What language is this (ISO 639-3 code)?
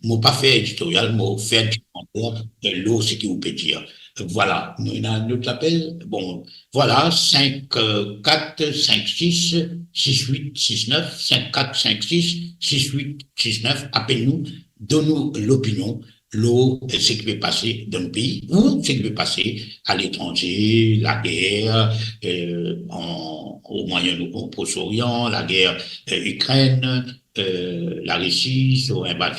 mfe